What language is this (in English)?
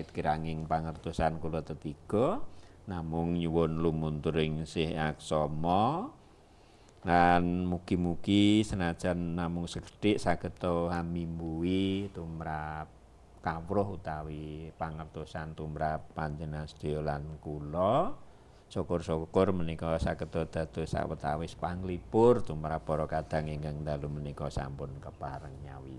Javanese